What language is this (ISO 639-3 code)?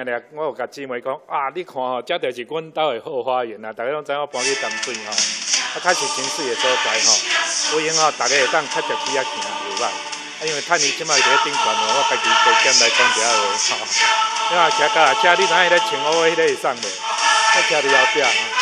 nan